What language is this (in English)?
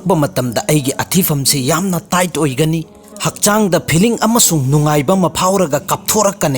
Manipuri